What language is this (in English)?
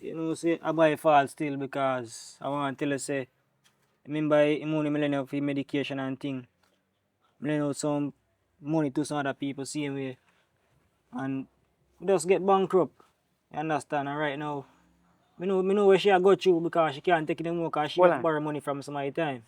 Jamaican Creole English